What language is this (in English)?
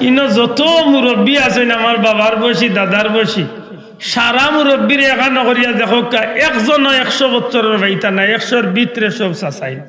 Sylheti